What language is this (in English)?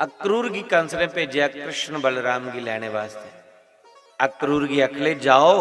Dogri